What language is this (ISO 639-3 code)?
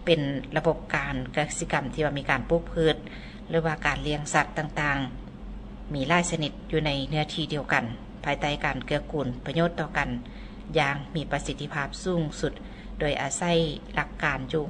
lao